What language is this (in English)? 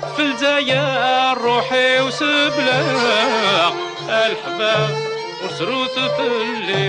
Kabyle